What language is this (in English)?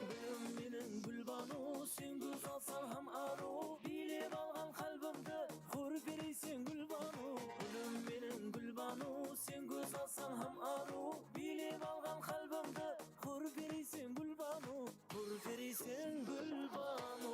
Kara-Kalpak